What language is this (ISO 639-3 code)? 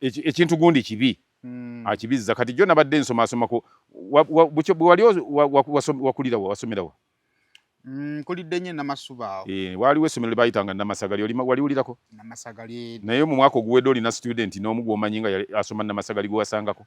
lug